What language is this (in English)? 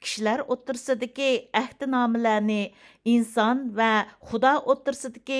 Uyghur